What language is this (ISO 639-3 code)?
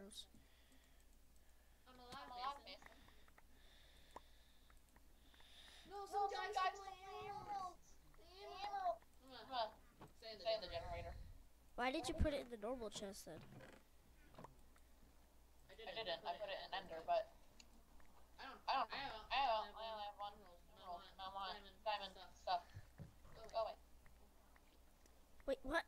eng